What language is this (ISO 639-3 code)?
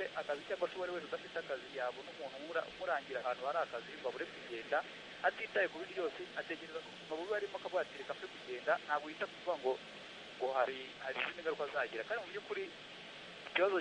kin